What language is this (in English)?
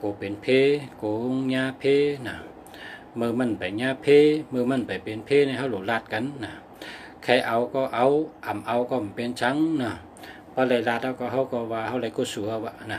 Shan